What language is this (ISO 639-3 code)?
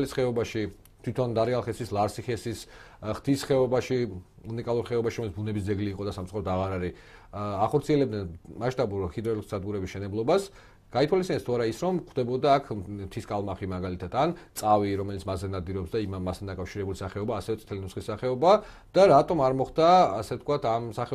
kat